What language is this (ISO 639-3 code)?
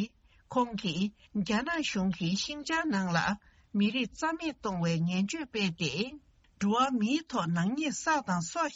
bod